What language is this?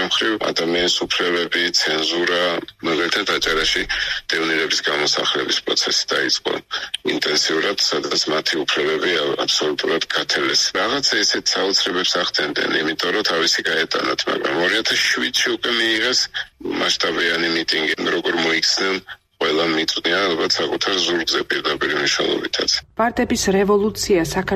Georgian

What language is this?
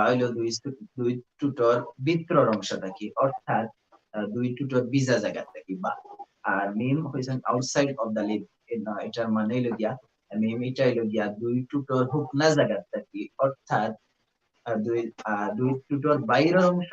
Sylheti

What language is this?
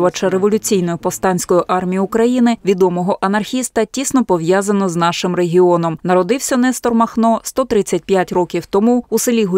Ukrainian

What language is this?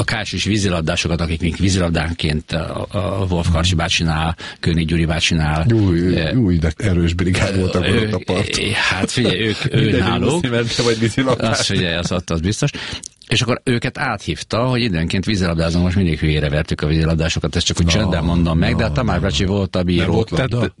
Hungarian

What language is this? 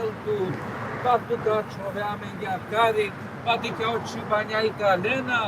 Balkan Romani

